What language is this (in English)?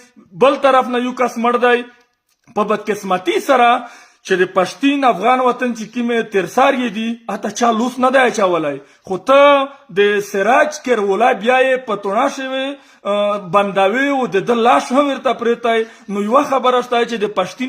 Pashto